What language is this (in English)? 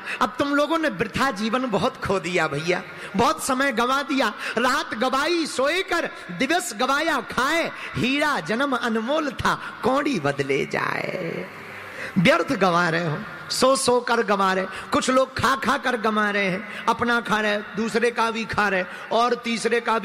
Hindi